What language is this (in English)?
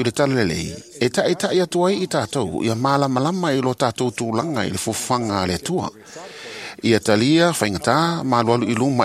Samoan